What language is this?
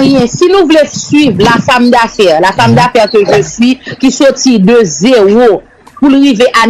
Haitian Creole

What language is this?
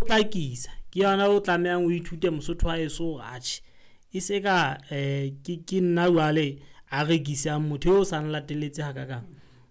Southern Sotho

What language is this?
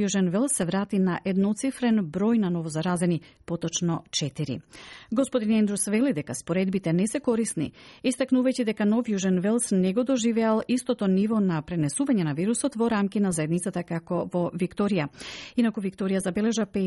Macedonian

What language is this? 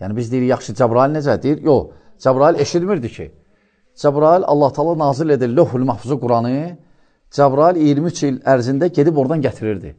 Azerbaijani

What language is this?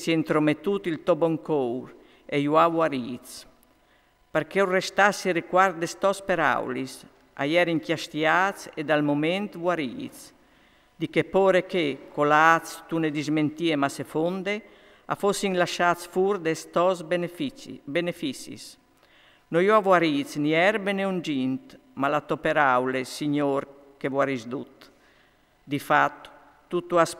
Friulian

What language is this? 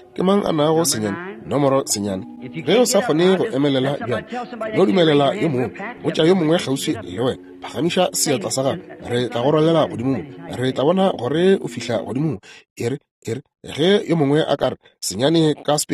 Northern Sotho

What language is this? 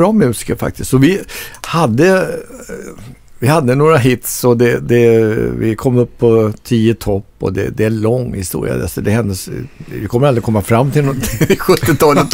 Swedish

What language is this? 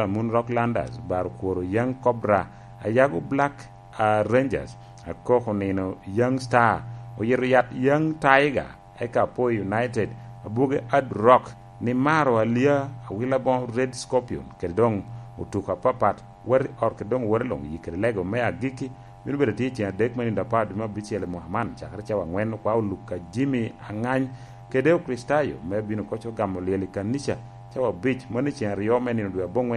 Lango (Uganda)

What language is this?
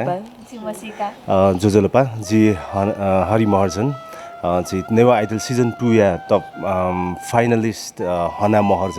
Newari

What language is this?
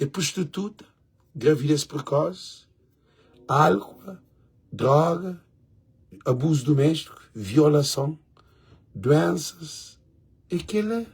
Kabuverdianu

